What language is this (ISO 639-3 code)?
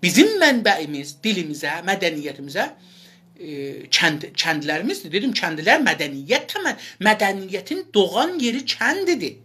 azb